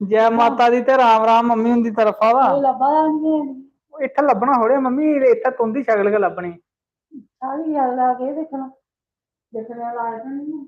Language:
Dogri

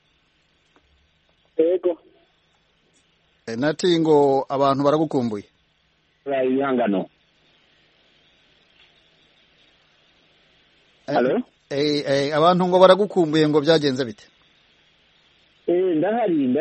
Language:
Kinyarwanda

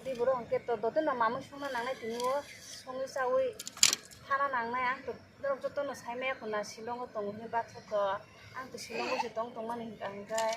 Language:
Kok Borok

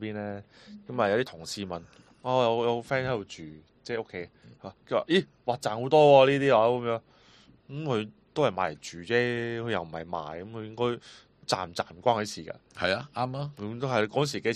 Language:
Cantonese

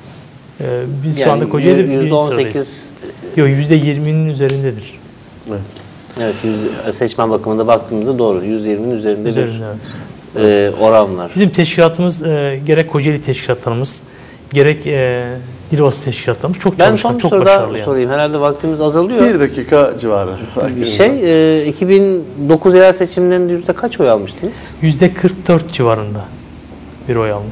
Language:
Turkish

